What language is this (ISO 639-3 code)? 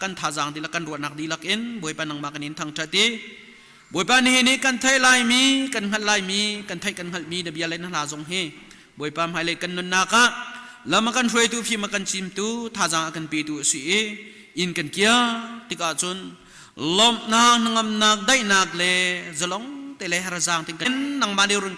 cnh